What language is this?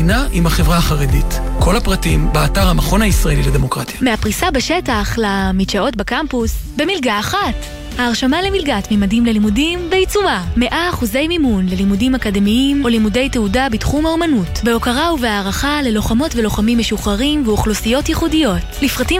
Hebrew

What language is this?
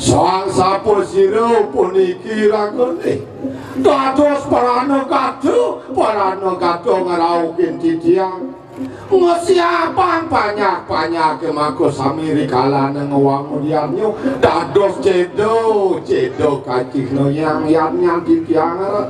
Balinese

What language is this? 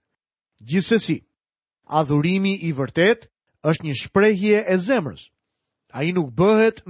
Albanian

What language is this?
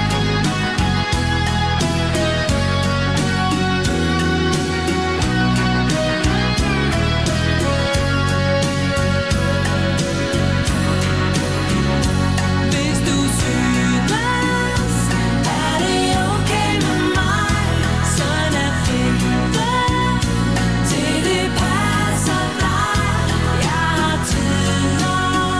Danish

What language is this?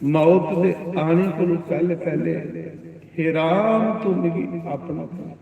Dogri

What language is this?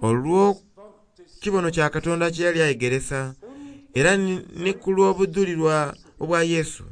Soga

